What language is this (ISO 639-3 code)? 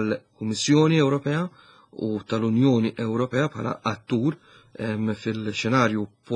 mlt